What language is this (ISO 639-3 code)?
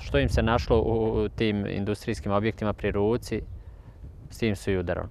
bos